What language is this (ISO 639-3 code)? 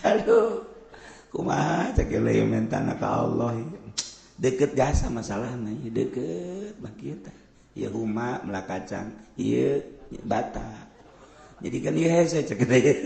sun